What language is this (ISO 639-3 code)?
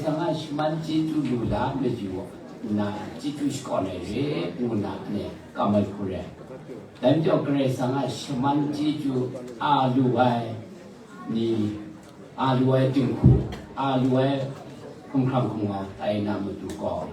kac